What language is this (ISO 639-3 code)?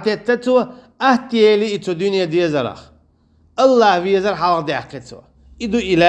che